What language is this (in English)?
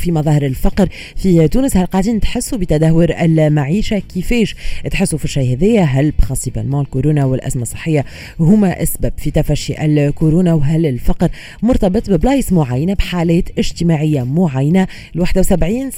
Tunisian Arabic